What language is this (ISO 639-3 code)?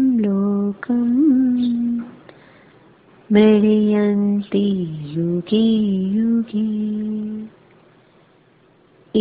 hin